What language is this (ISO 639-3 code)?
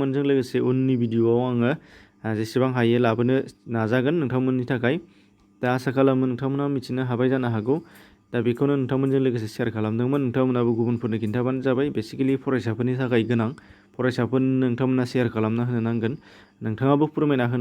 brx